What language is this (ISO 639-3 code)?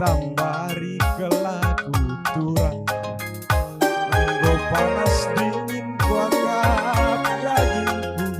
btx